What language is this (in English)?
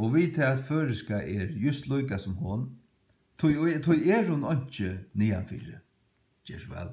Faroese